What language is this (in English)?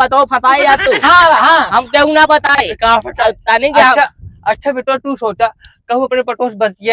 Awadhi